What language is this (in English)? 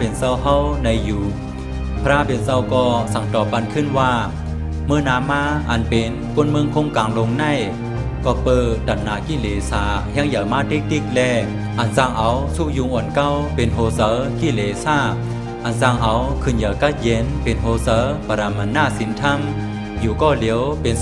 Shan